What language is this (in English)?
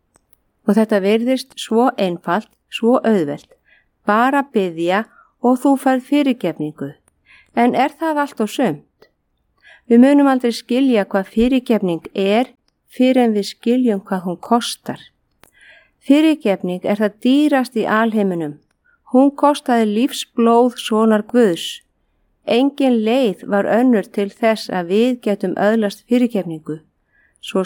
Icelandic